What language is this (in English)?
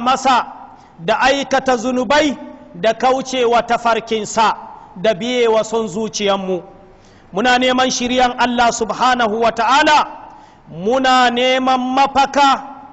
Hausa